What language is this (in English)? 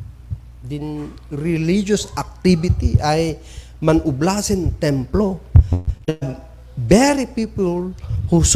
Kankanaey